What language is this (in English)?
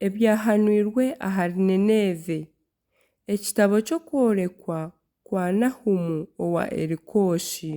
Nyankole